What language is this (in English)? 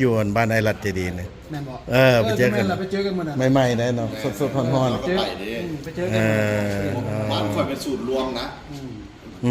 Lao